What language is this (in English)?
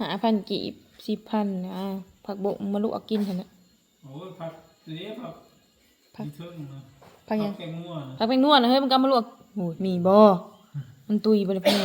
Northeastern Thai